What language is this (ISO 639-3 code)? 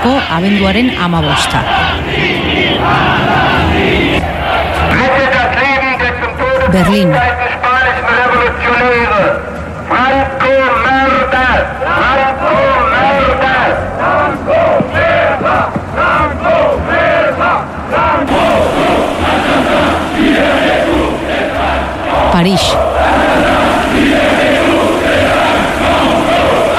eus